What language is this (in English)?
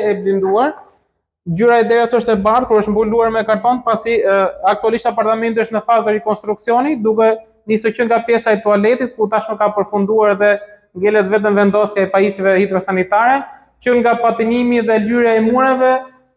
Albanian